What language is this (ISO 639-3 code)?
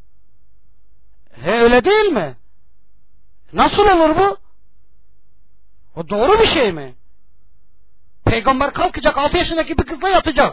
tur